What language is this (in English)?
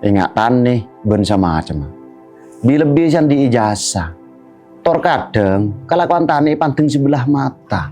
Madurese